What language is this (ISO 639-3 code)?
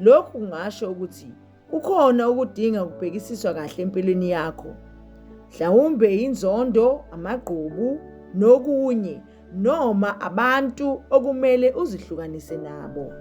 zul